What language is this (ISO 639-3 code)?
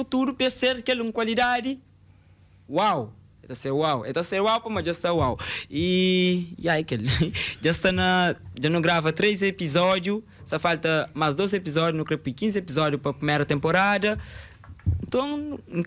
kea